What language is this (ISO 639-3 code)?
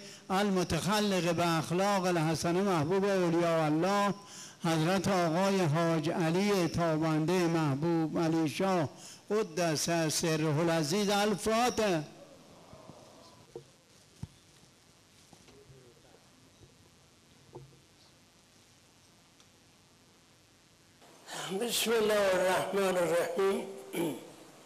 fas